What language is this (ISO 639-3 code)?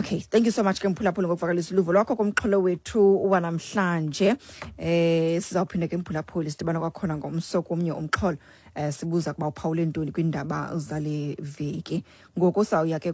xho